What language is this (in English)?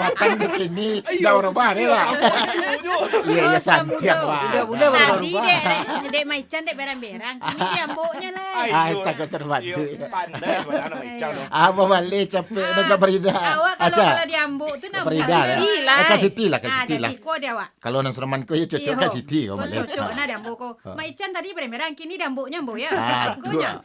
Minangkabau